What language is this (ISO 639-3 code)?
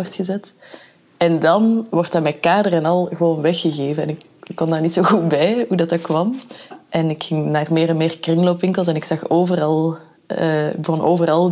nld